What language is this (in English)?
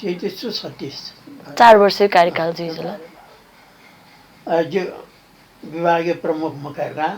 Newari